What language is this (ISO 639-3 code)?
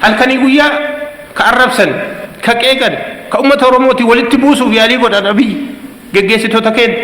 orm